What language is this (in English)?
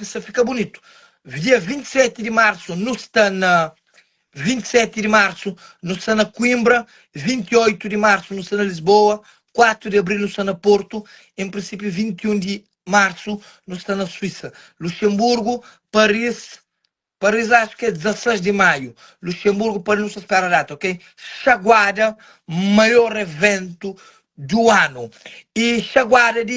Kabuverdianu